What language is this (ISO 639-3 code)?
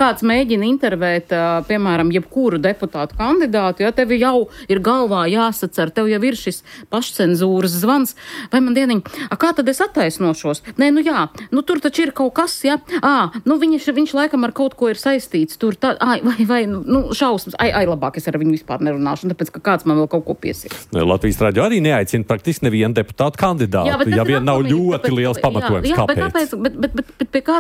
lav